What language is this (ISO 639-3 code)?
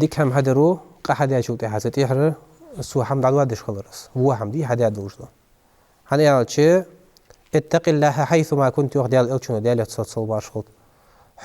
inh